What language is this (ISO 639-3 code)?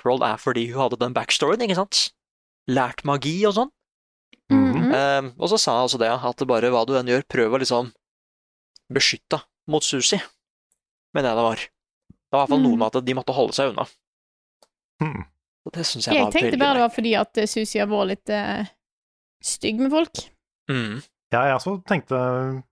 nor